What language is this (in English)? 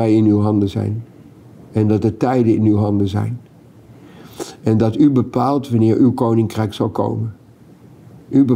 Dutch